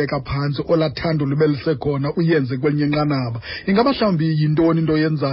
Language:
Xhosa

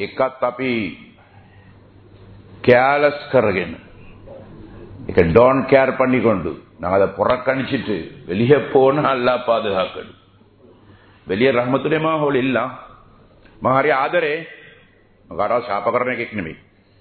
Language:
Tamil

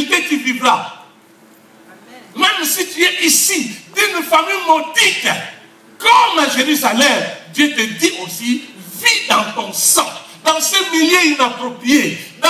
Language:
French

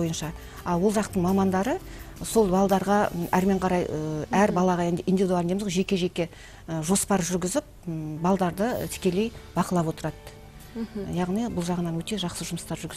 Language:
Kazakh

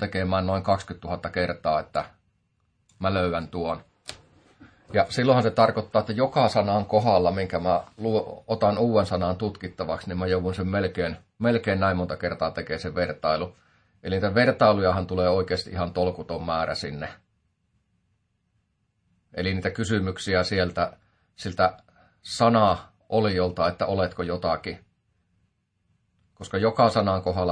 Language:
Finnish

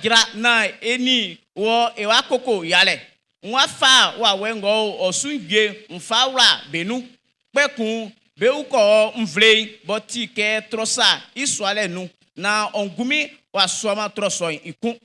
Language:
Baoulé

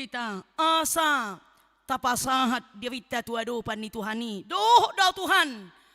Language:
Batak Toba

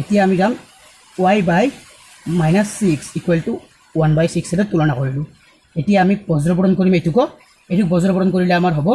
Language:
Assamese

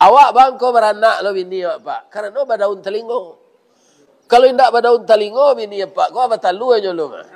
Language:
Minangkabau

